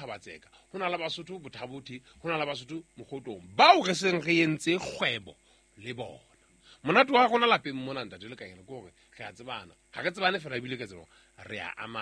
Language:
Southern Sotho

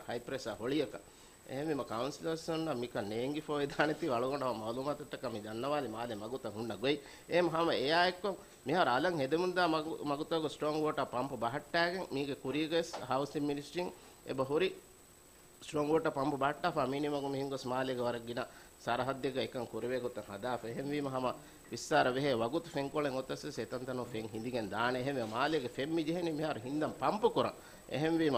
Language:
Divehi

